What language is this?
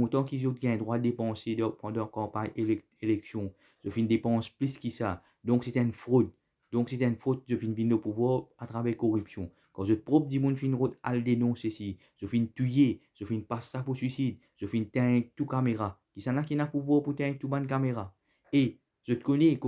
Morisyen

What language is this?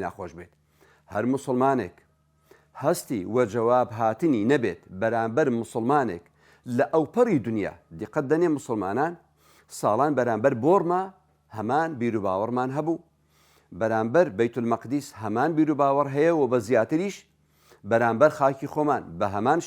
Central Kurdish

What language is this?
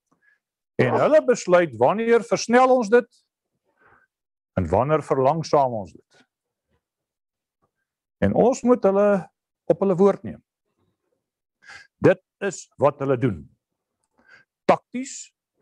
Afrikaans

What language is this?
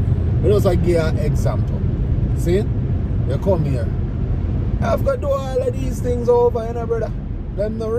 Jamaican Creole English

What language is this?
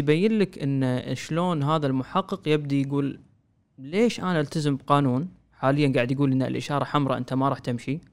Gulf Arabic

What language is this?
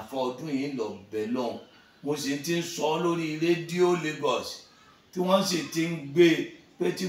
Yoruba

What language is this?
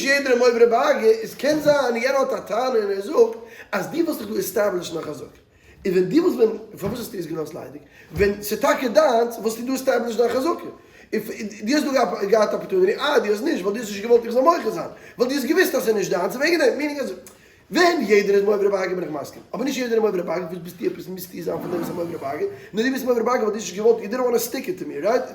Yiddish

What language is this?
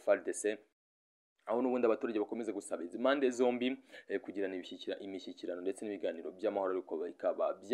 Kinyarwanda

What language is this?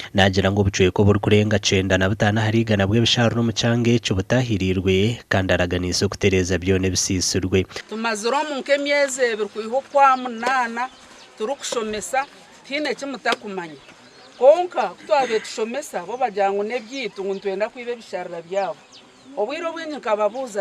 Nyankole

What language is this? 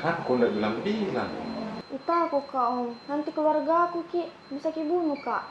Makassar Malay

